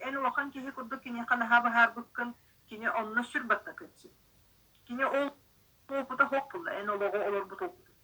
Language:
Yakut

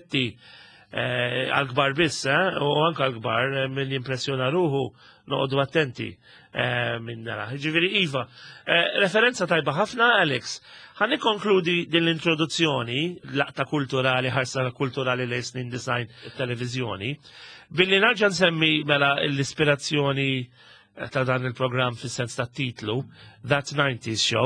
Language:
Maltese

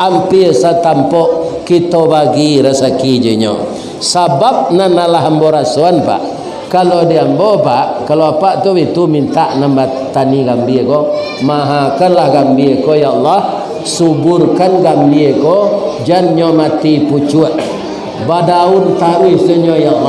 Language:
Minangkabau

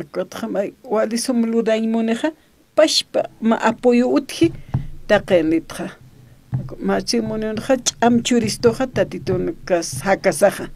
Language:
Aymara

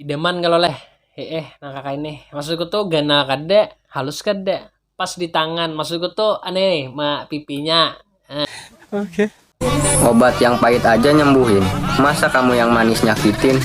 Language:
Banjar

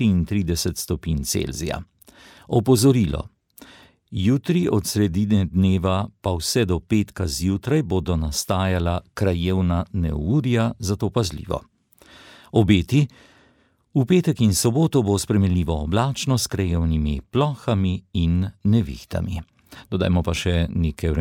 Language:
Slovenian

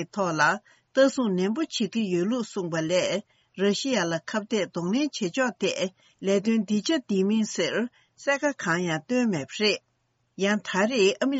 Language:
Tibetan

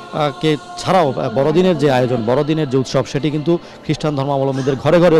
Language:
Bangla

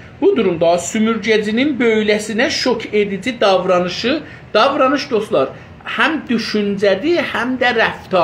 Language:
South Azerbaijani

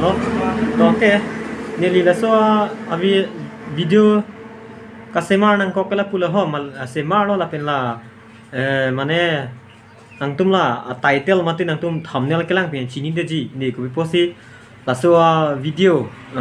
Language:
Karbi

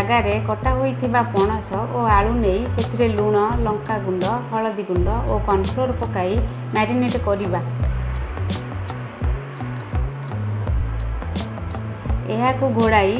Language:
Odia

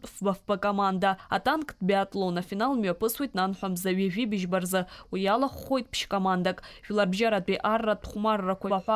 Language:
Abkhazian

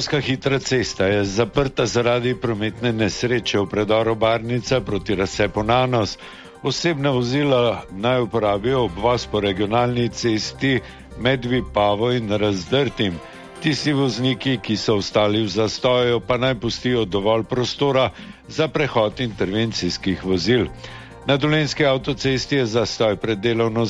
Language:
Slovenian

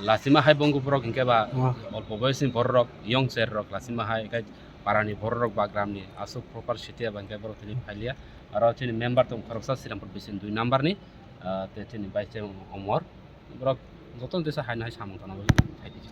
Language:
Kok Borok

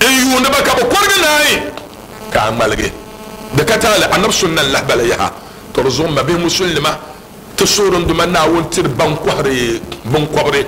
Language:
Dagbani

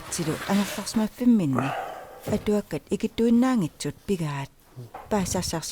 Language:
Kalaallisut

